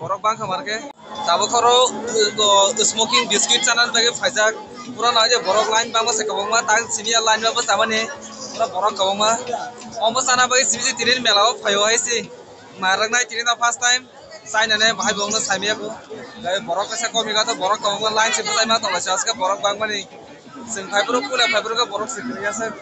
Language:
Kok Borok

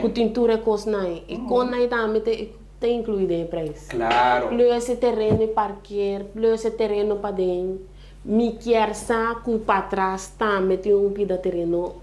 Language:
Papiamento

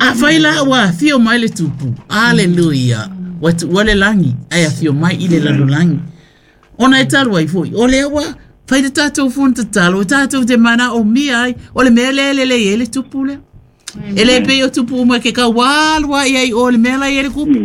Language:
Samoan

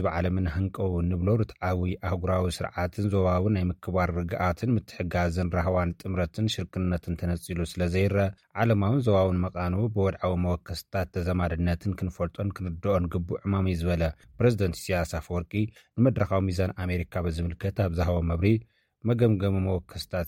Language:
Tigrinya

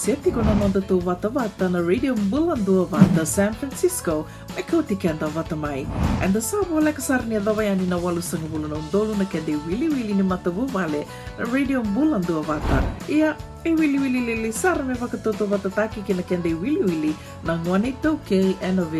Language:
Fijian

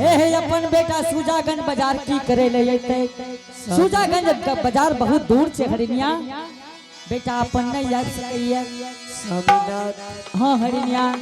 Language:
Angika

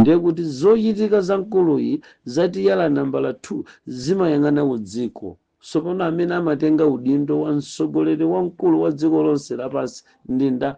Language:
Nyanja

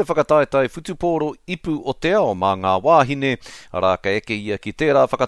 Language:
Māori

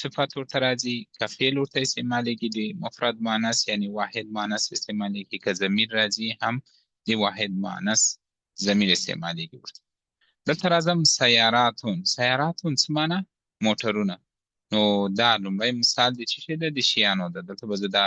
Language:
Pashto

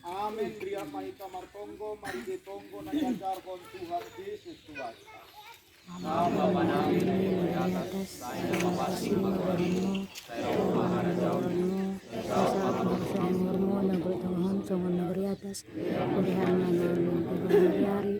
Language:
Batak Simalungun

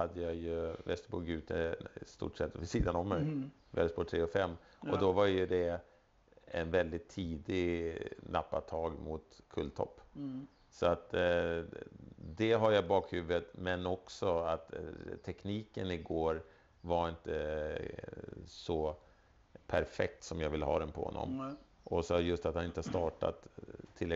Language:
Swedish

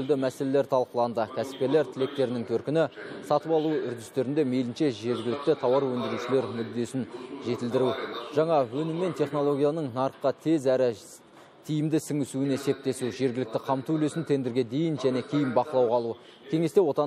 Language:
Kazakh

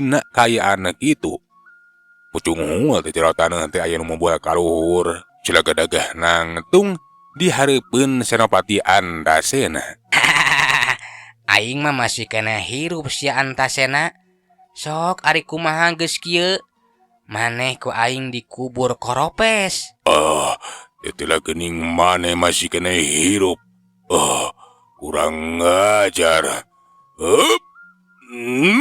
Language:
Sundanese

